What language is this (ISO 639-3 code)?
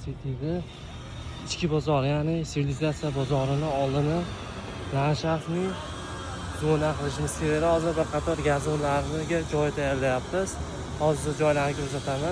uzb